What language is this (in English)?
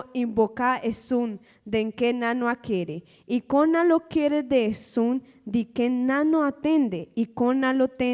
Papiamento